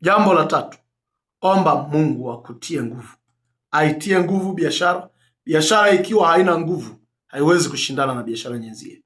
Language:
Swahili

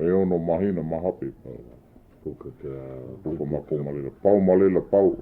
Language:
Hawaiian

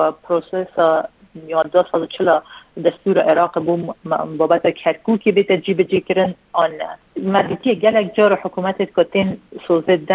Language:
Kurdish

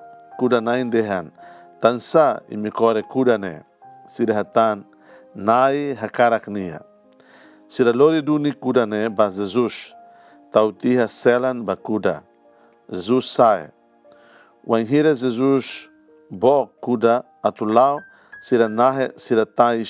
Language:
Tetum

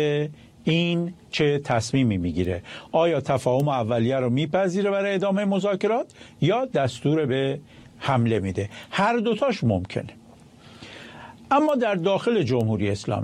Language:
Persian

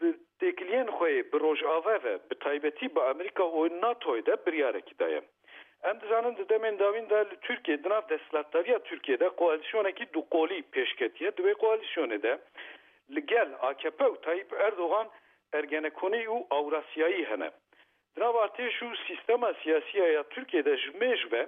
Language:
Kurdish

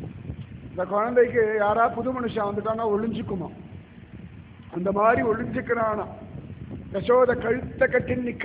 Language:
Tamil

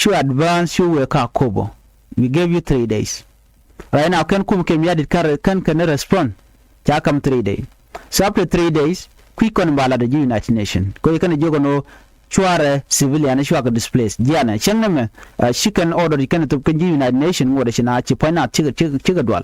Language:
Nuer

